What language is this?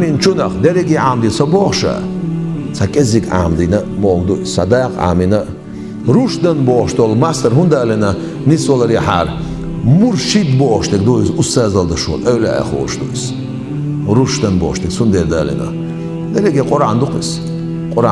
Chechen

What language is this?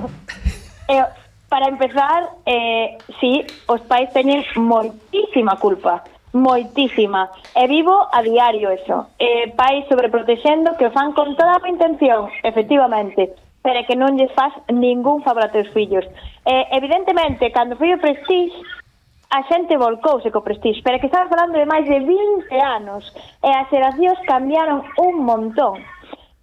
Galician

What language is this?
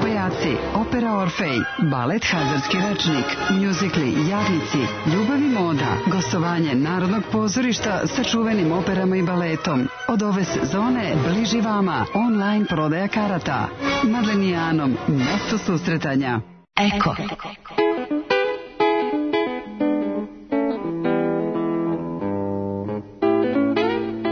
Serbian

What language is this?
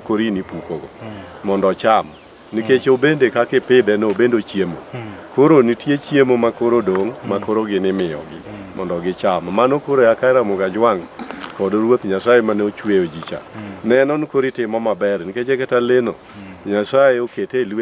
Luo (Kenya and Tanzania)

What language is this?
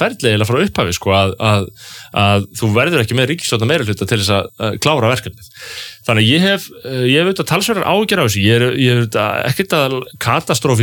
Icelandic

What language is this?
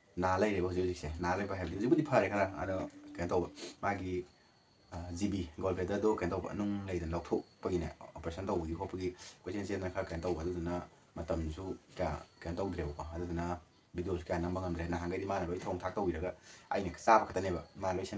Manipuri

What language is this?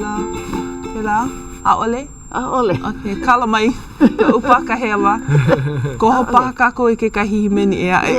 Hawaiian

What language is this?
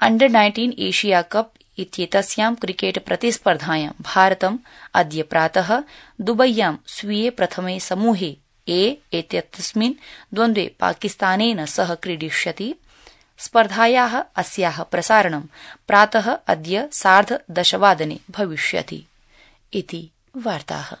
Sanskrit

